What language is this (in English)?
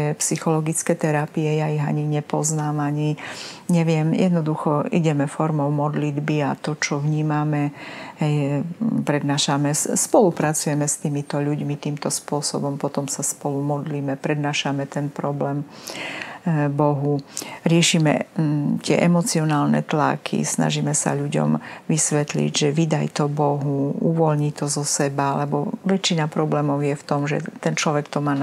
Slovak